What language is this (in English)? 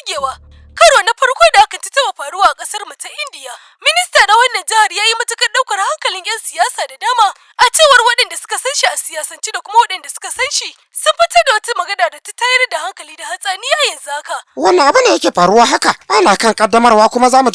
Hausa